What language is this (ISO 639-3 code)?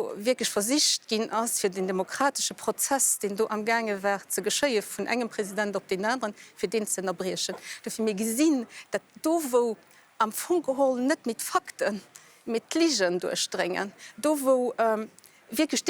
ltz